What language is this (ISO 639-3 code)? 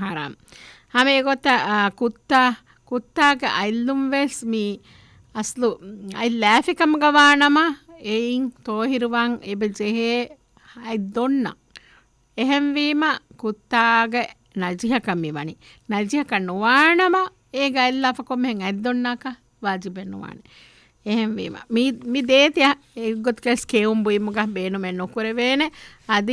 div